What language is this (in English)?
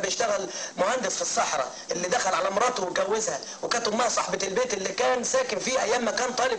Egyptian Arabic